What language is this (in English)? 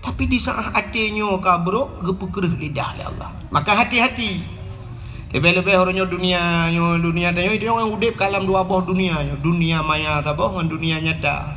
Achinese